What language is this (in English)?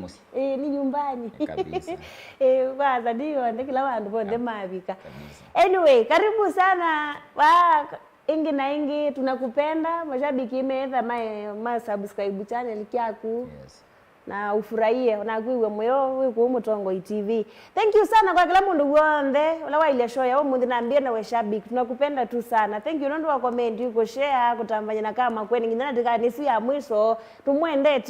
Kamba